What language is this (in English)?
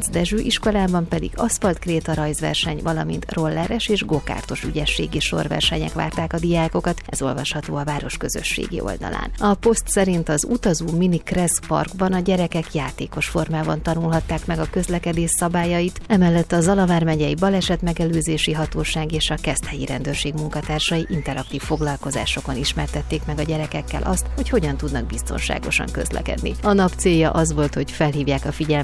Hungarian